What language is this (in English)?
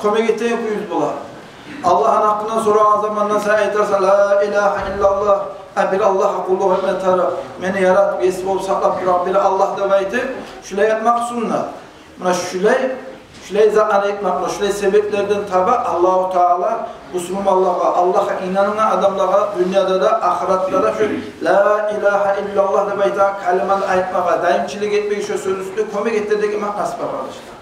Kumyk